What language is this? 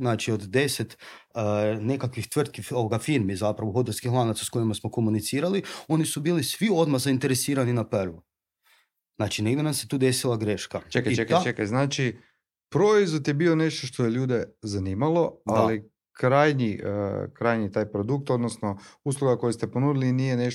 Croatian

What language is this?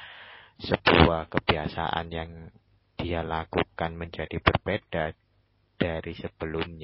Indonesian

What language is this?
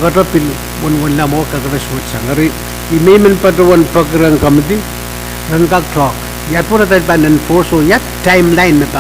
Pohnpeian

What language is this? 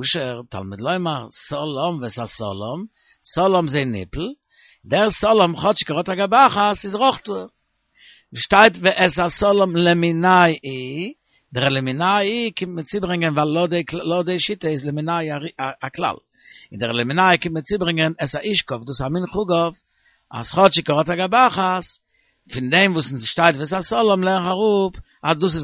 Yiddish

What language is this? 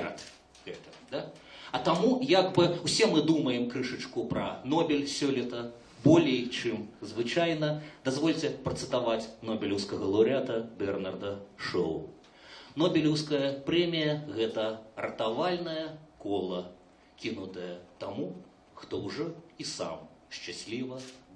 Belarusian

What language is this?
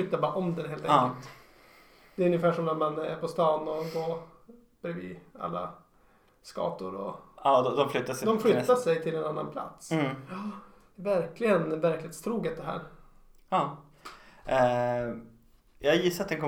Swedish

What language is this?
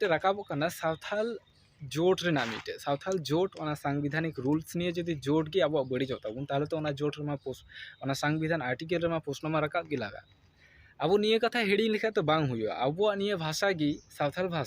Santali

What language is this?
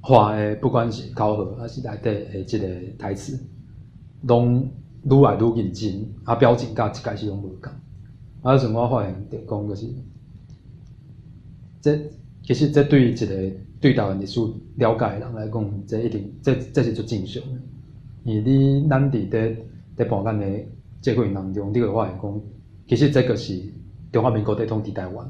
Min Nan Chinese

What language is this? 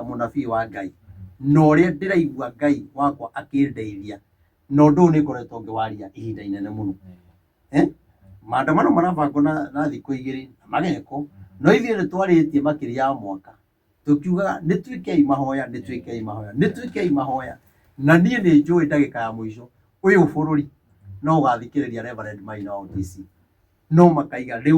Kikuyu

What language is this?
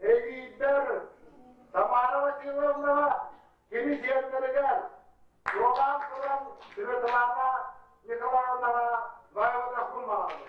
Yakut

